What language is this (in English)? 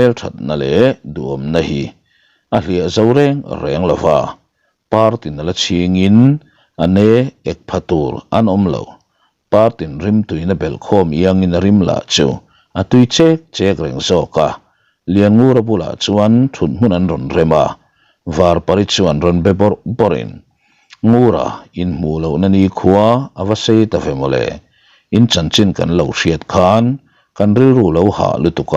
Mizo